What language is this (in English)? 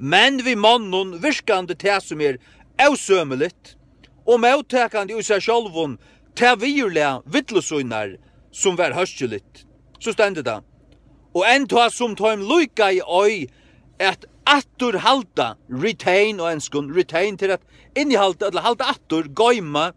Faroese